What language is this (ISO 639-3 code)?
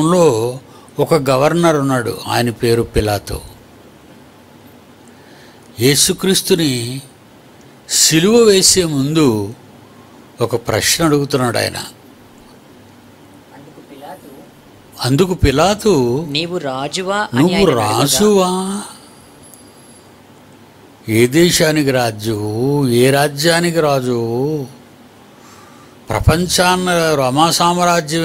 tel